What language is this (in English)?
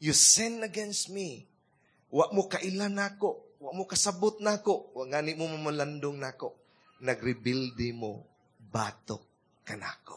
Cebuano